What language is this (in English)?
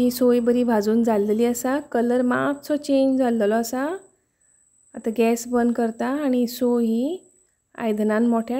Konkani